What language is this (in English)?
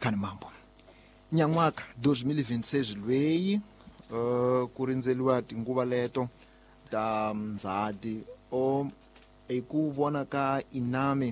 Tsonga